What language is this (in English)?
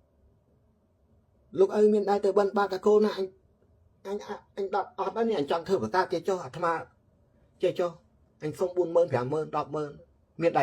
Khmer